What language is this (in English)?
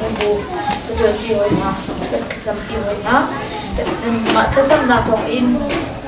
Hakha Chin